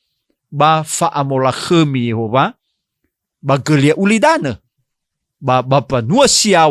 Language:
Nias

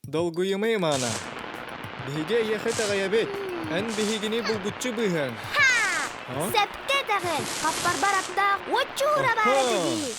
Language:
Yakut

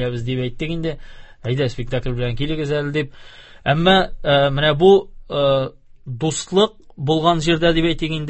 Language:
Tatar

